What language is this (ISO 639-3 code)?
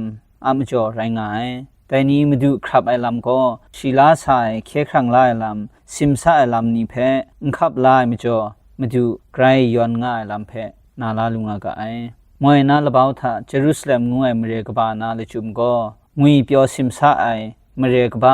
kac